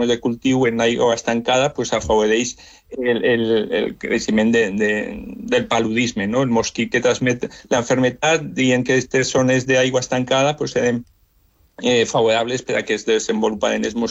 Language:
Catalan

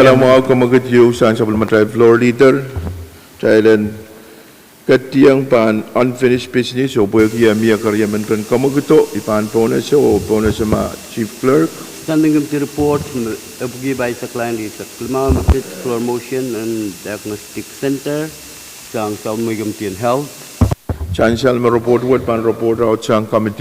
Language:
Pohnpeian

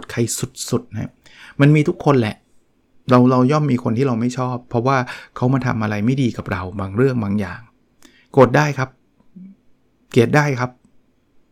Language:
Thai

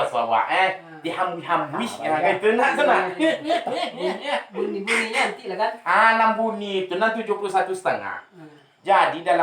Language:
Minangkabau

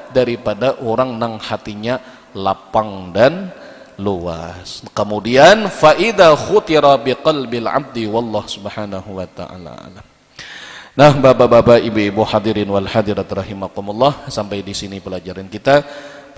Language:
Banjar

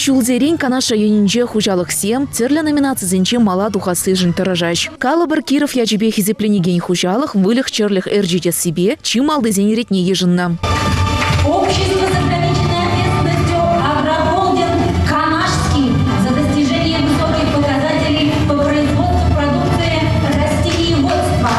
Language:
Chuvash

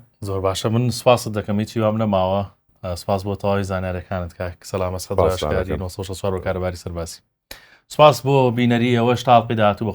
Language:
Central Kurdish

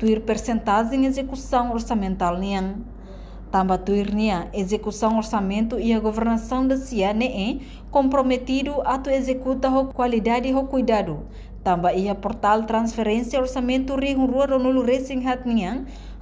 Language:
Tetum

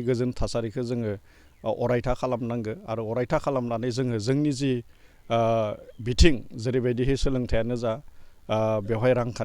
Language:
Bodo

